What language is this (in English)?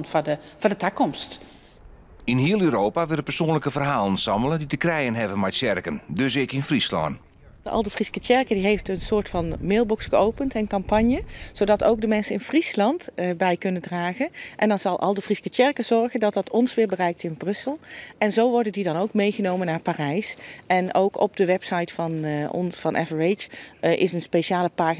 Western Frisian